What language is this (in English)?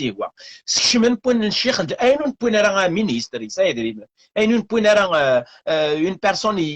Kabyle